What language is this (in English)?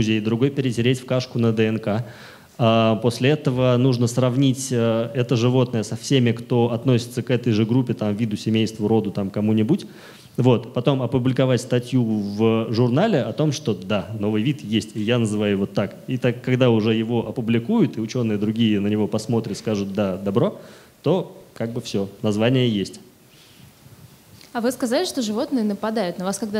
Russian